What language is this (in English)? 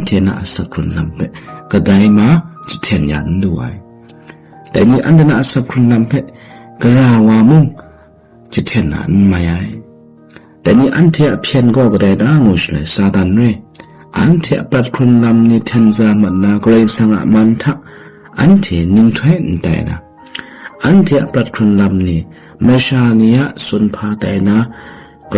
Kachin